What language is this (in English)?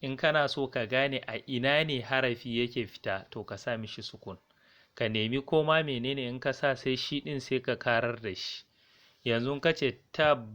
Hausa